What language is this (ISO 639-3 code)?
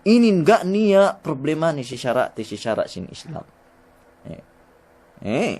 yka